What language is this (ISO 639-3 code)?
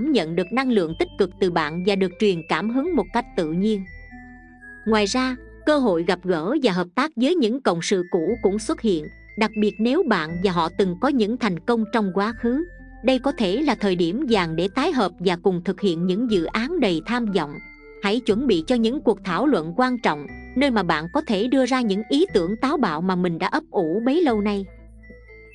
vie